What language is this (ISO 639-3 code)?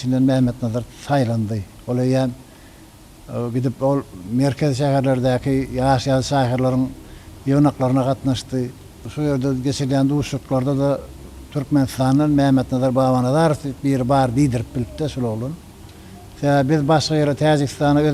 tuk